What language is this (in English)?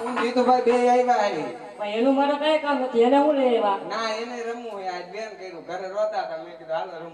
Gujarati